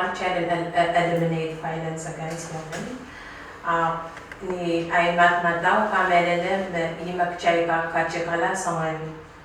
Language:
Pohnpeian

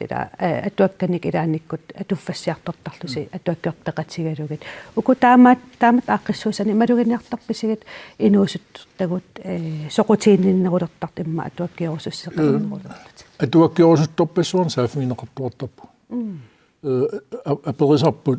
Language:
Kalaallisut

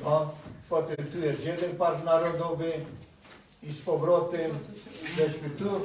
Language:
Silesian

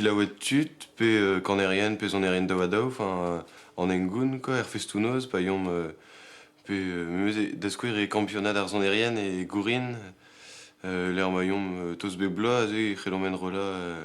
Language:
Breton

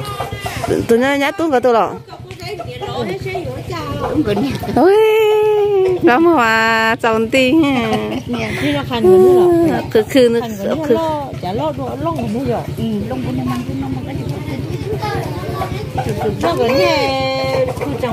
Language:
Vietnamese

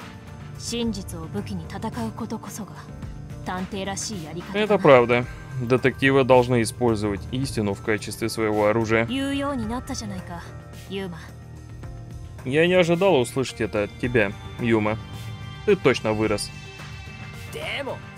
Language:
Russian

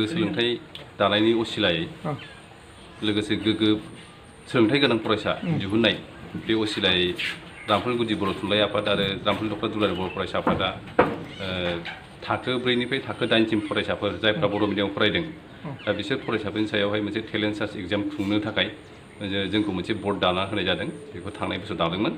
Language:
Bodo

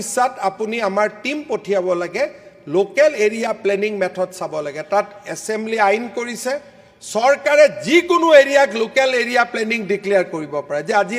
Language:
Assamese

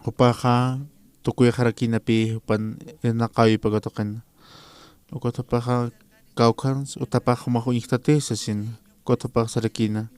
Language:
Aymara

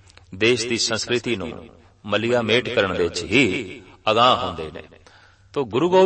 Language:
Punjabi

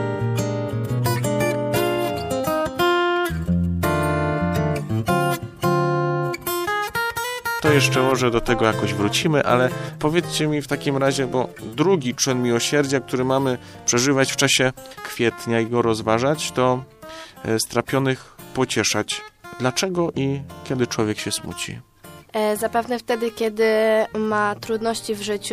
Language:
Polish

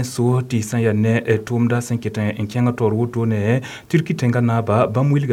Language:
Mossi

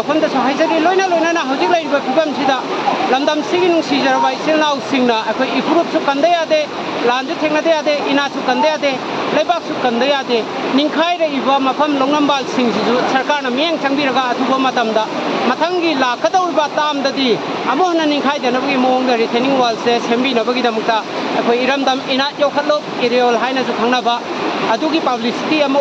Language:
Manipuri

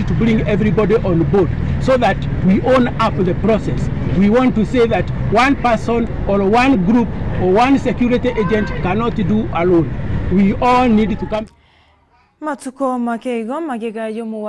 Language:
Gusii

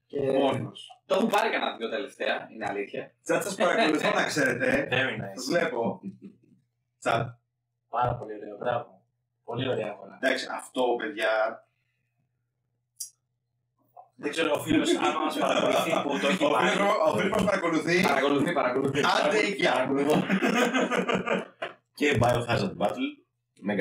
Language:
Greek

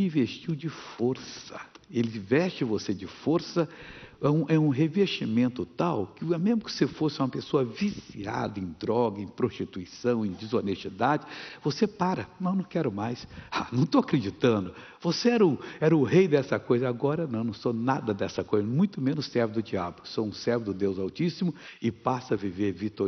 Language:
Portuguese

